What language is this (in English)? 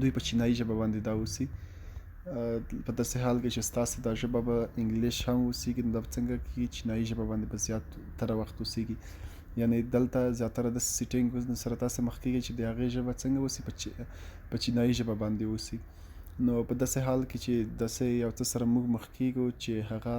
Pashto